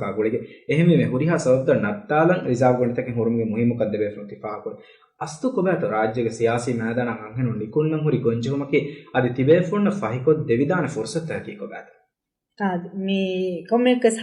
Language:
Divehi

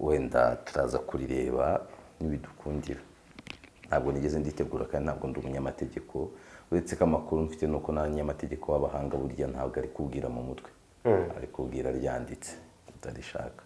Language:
Kinyarwanda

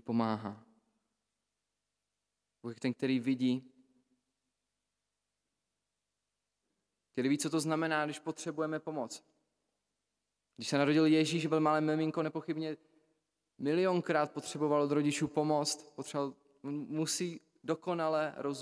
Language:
Czech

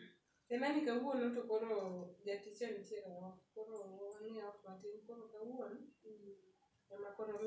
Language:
Luo (Kenya and Tanzania)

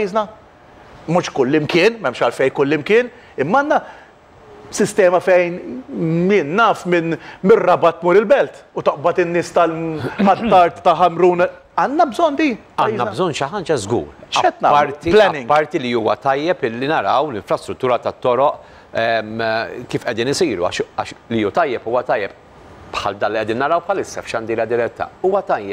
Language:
Maltese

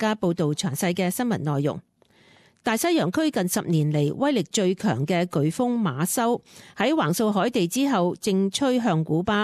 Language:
Cantonese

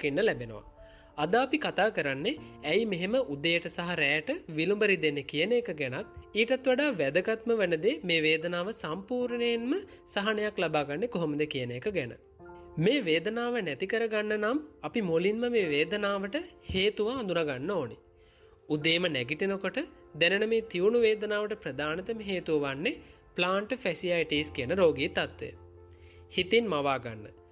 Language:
Sinhala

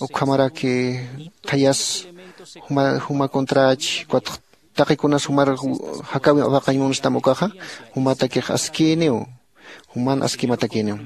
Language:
Aymara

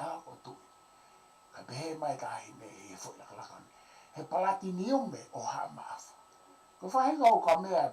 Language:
Tongan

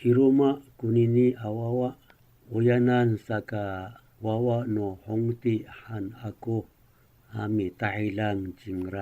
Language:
Amis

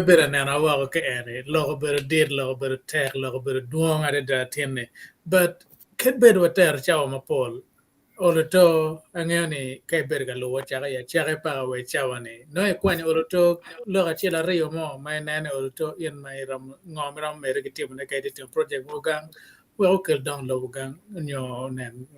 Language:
Acoli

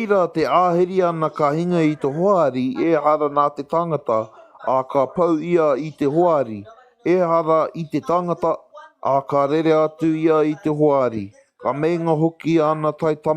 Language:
Māori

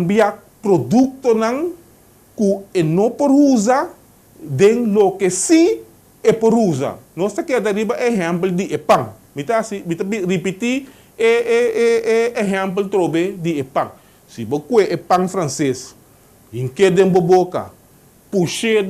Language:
Papiamento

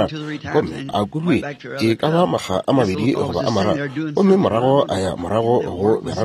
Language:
Northern Sotho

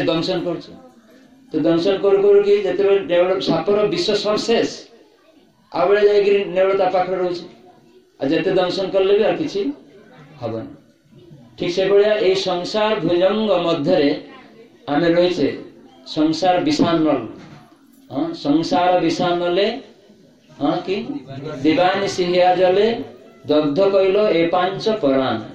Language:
Odia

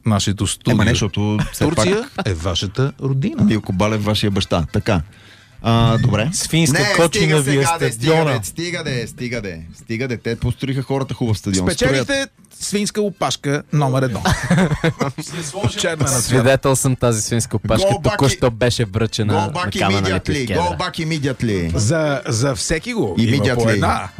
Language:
Bulgarian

